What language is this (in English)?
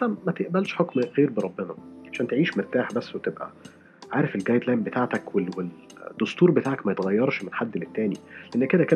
Egyptian Arabic